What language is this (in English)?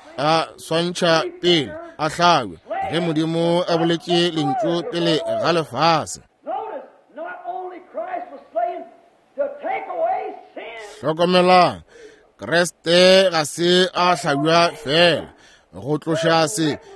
Northern Sotho